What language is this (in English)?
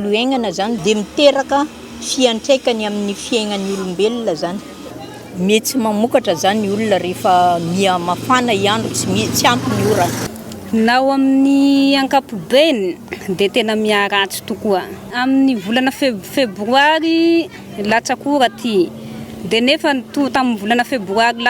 Malagasy